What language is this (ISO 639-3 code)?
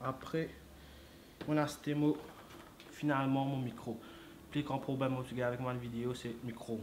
mfe